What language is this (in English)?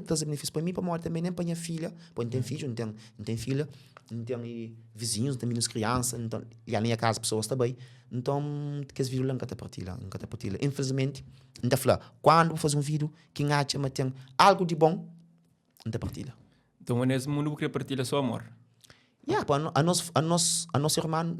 Kabuverdianu